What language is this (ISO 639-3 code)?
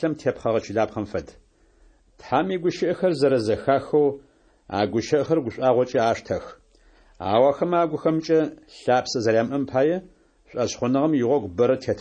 ady